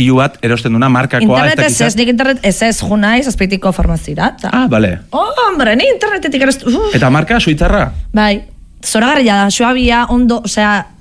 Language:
Basque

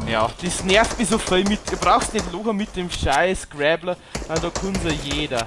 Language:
Bavarian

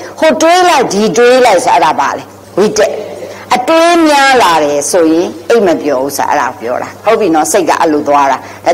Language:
Burmese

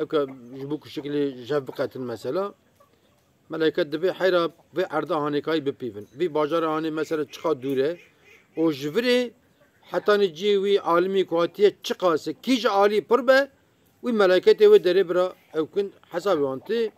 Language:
Kurdish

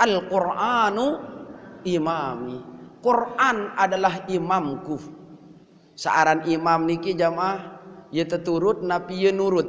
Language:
Sasak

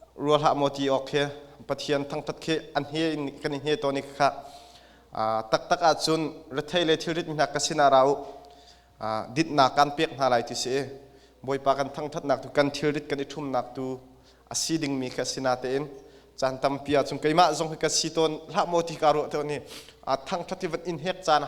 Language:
Hakha Chin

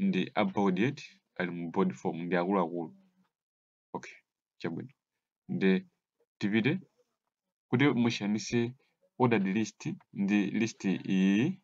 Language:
Nyanja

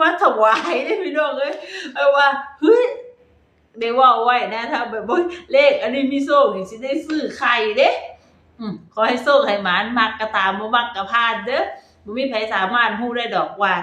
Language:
Northeastern Thai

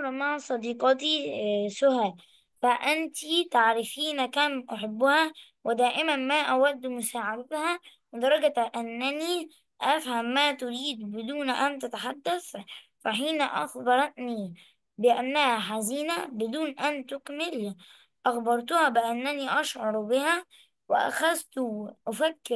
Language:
Arabic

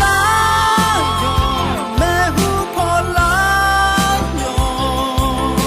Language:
Akha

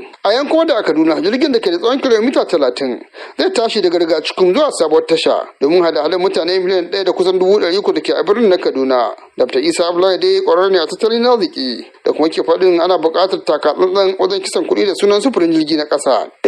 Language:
Hausa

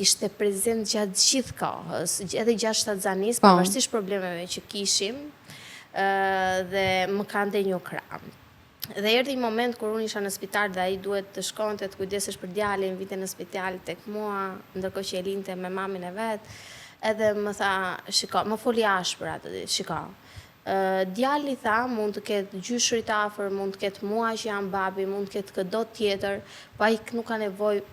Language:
Albanian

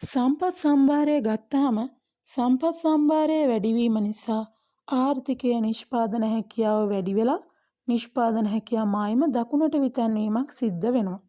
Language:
Sinhala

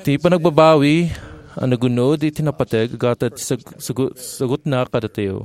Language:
Iloko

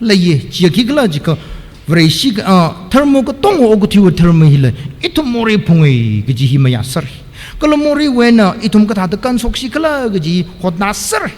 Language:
Tangkhul Naga (India)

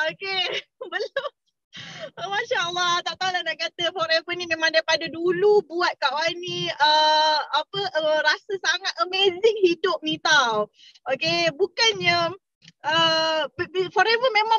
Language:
Malay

